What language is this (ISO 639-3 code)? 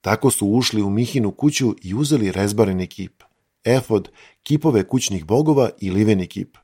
srp